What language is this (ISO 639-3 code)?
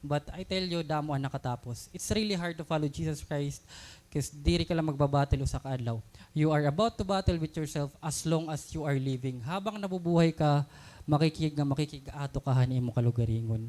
war